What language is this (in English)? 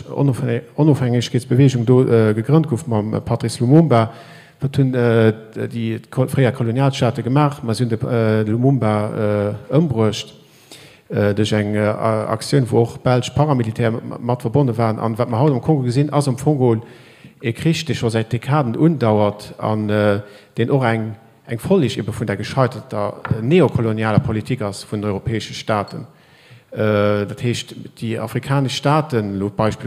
Luxembourgish